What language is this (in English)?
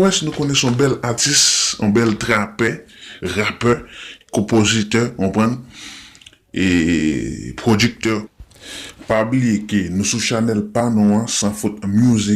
Haitian Creole